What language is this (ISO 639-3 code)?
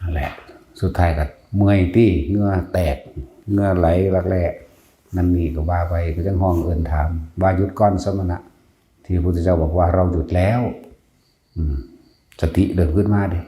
tts